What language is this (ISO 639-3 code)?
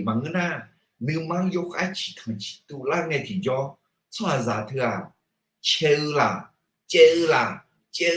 ahk